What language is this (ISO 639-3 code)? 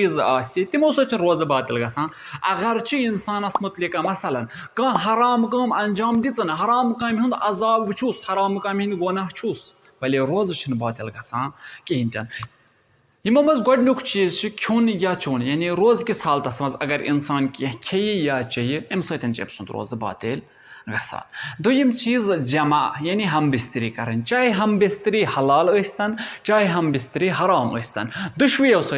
kas